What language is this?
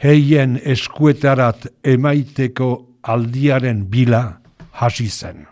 Basque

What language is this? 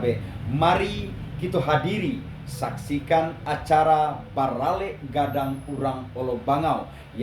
Minangkabau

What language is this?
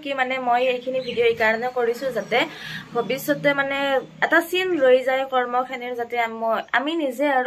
Assamese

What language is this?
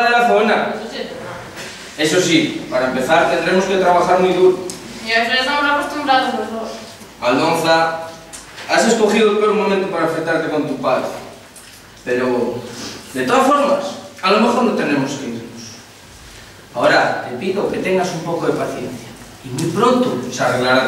Spanish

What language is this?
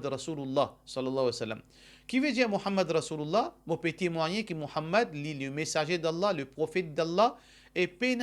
Morisyen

